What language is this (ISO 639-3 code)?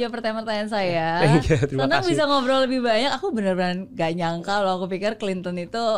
ind